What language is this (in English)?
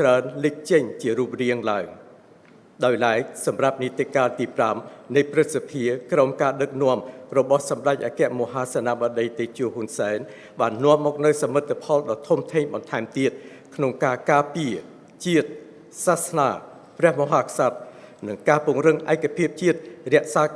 Khmer